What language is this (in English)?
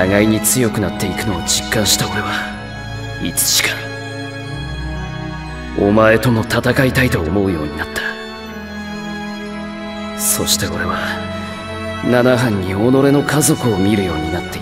Japanese